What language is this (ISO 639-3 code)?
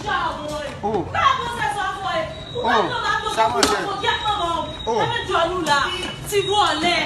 hat